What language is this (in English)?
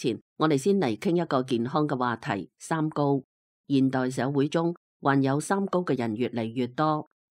Cantonese